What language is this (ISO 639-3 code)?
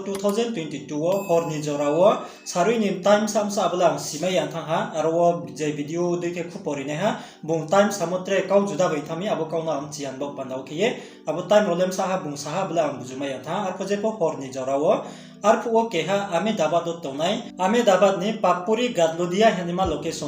ria